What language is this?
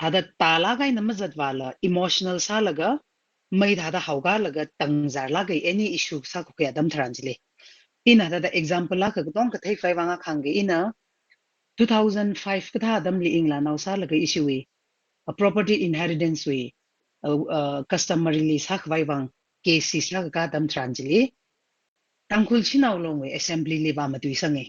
Tangkhul Naga (India)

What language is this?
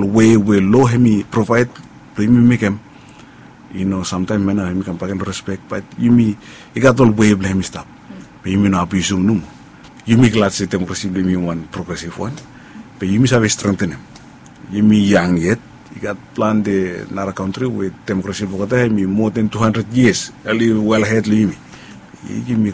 Bislama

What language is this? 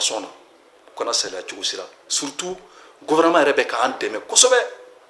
Bambara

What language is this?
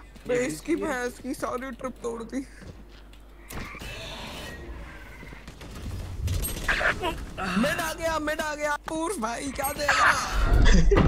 Hindi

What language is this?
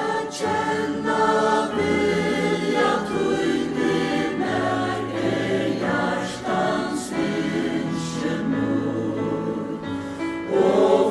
Faroese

